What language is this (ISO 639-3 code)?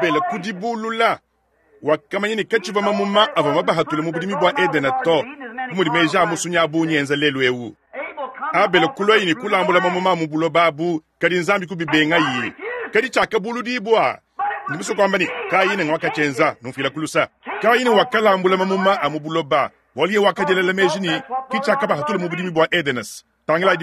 lua